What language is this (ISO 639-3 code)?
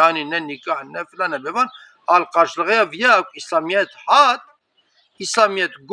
kur